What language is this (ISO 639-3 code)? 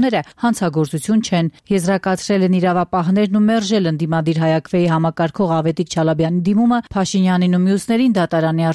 hye